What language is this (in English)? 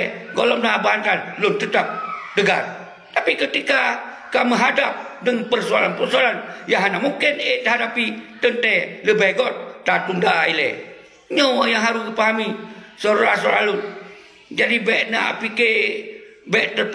Achinese